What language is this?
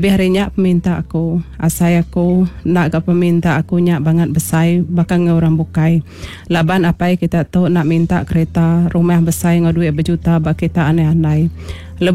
Iban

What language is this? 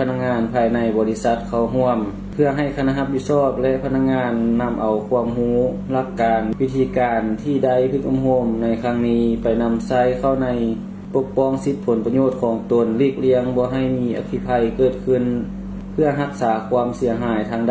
Lao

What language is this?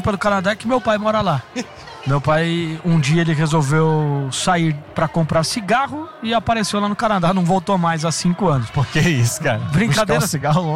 Portuguese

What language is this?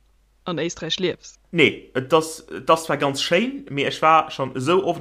Luxembourgish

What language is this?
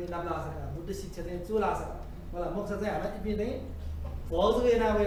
Newari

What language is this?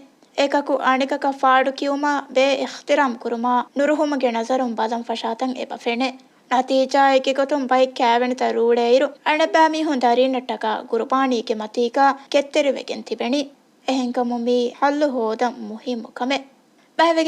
Divehi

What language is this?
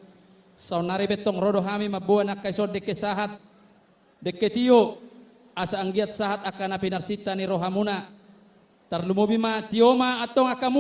Batak Toba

